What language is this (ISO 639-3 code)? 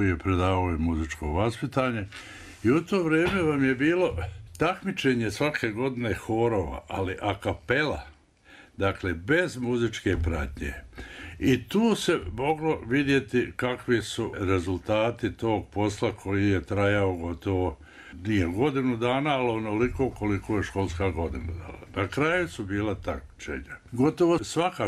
bos